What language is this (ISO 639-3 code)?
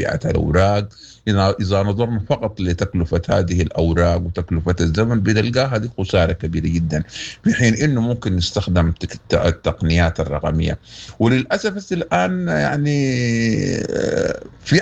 apd